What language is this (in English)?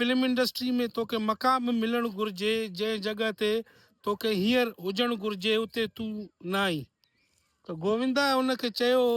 Sindhi